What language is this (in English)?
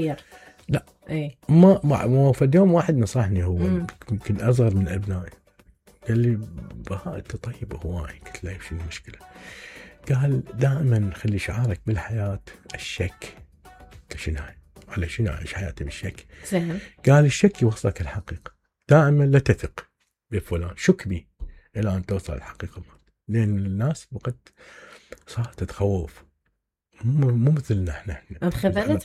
Mesopotamian Arabic